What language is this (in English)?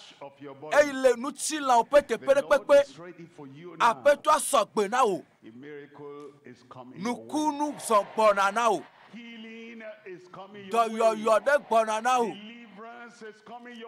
Ewe